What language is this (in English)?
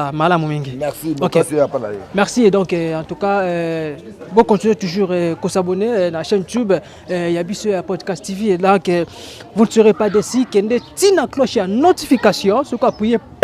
Lingala